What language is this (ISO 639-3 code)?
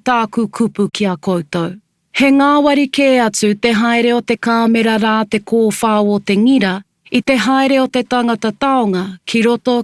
mri